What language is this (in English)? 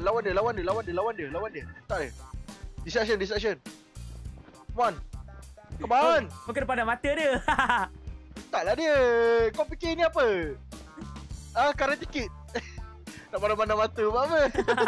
Malay